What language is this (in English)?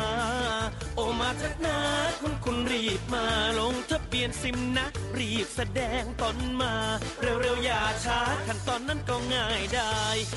Thai